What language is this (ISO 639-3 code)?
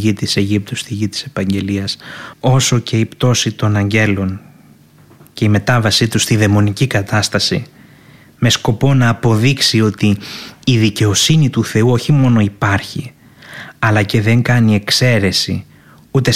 ell